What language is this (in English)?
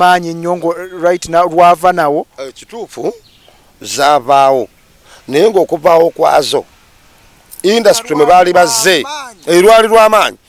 Ganda